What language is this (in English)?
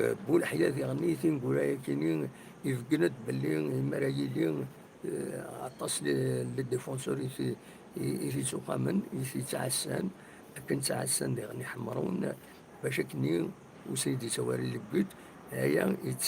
Kabyle